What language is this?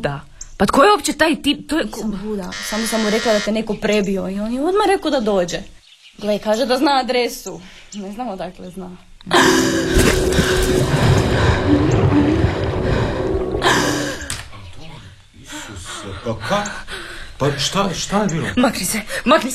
Croatian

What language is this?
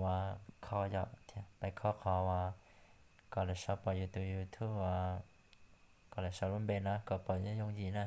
Hmong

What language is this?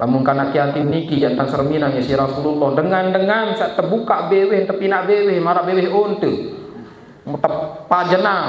Sasak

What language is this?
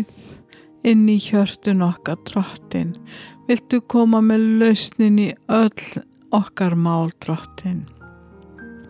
Icelandic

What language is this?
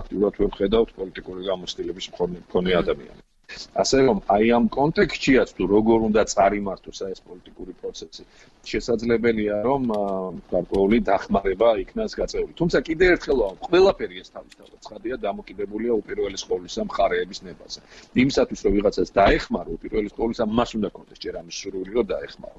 Georgian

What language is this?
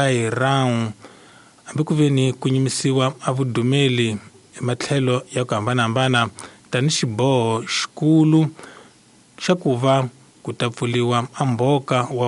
Tsonga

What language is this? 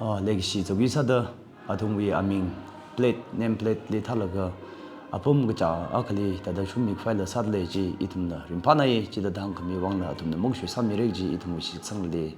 Tangkhul Naga (India)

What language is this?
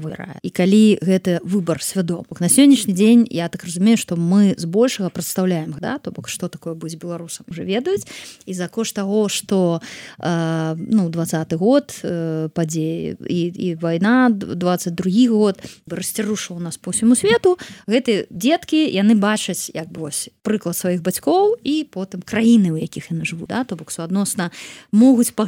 Belarusian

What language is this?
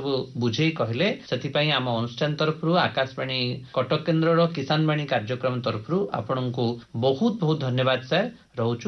Odia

